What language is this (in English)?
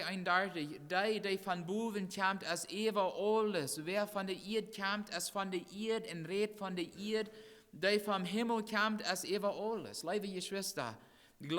Plautdietsch